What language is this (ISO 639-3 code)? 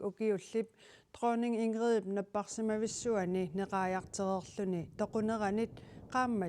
kal